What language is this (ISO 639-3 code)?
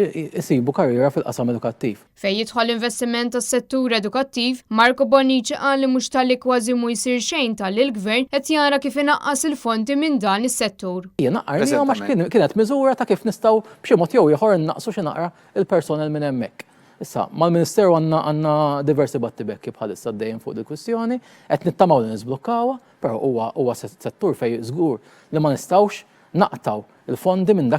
mlt